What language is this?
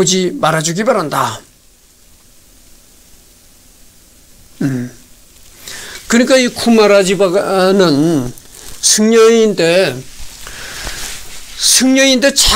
Korean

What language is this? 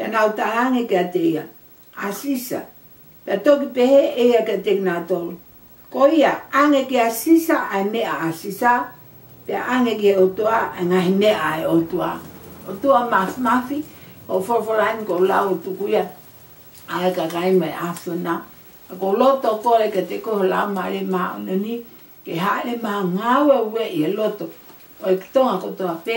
Tongan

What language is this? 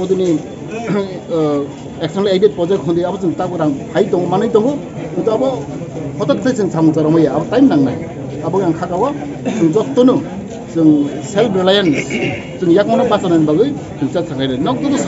Kok Borok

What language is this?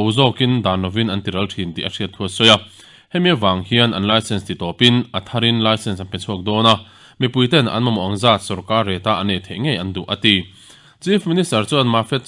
Mizo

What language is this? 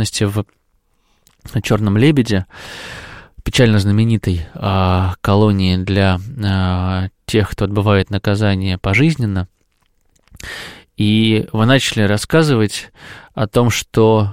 Russian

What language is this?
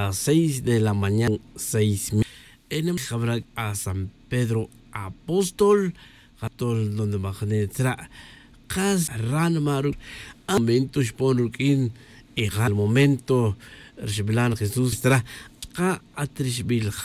Tz'utujil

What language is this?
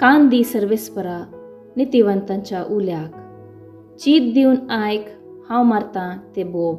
Konkani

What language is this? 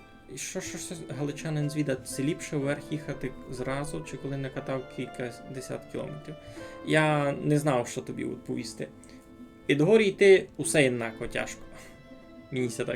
Rusyn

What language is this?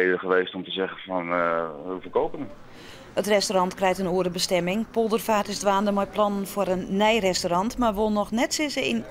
Western Frisian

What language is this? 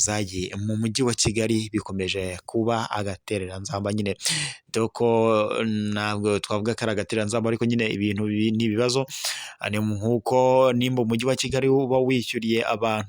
Kinyarwanda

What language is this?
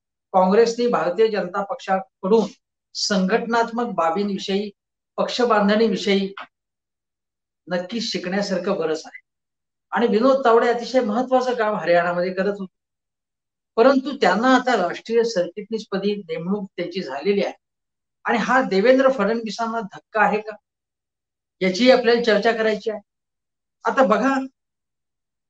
Marathi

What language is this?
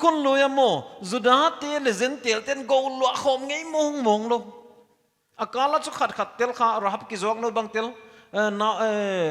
Paite Chin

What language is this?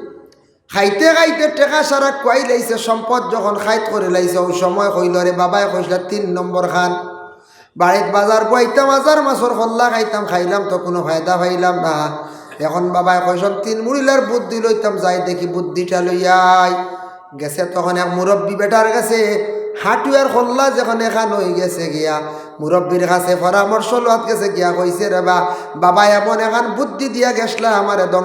Sylheti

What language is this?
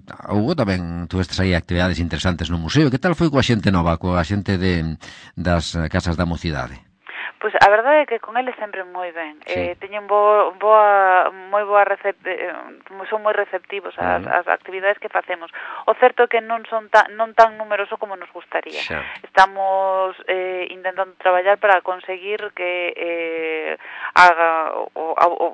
Galician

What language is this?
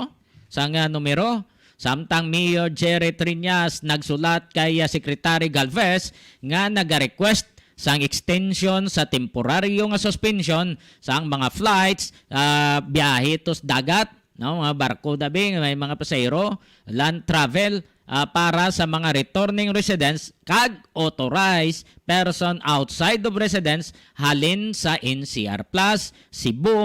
Hiligaynon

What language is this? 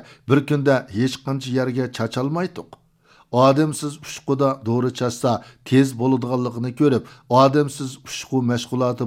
Uyghur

